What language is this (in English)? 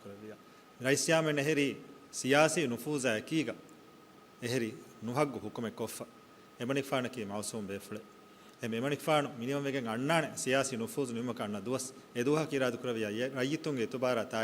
Divehi